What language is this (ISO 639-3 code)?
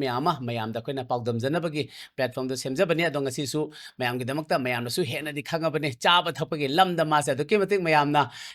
mni